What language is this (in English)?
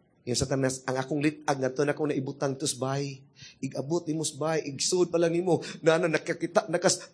Cebuano